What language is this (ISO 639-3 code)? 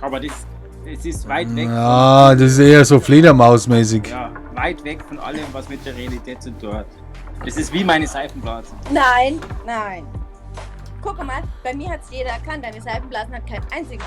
bar